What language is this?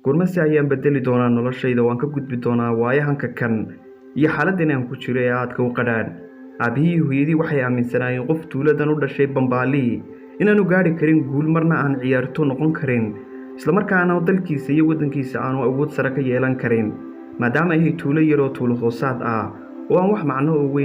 Somali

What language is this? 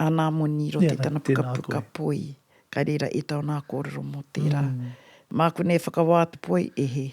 Māori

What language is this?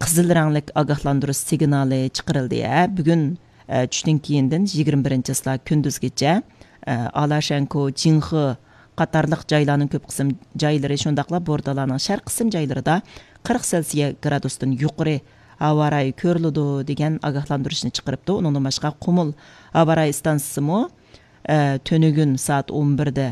Uyghur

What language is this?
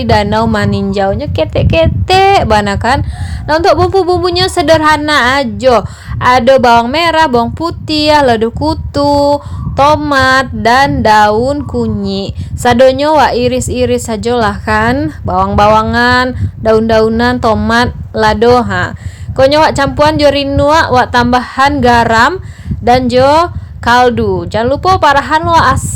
Minangkabau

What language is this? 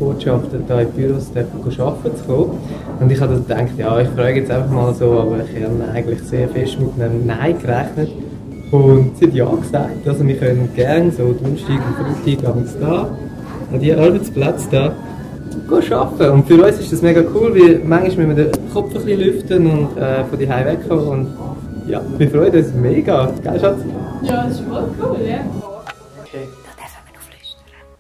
Swiss German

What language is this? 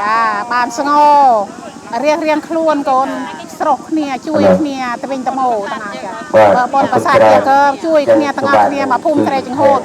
Khmer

